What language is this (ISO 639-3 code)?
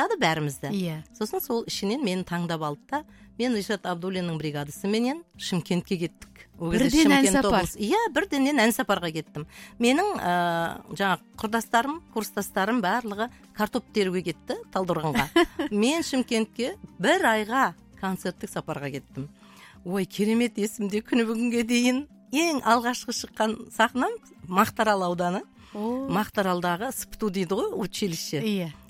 kaz